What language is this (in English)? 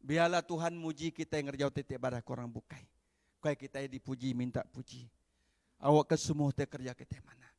Iban